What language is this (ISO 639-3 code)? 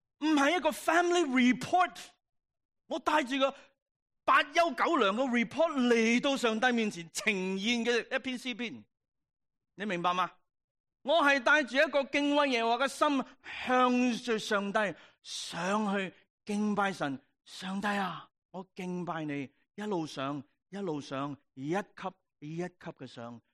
yue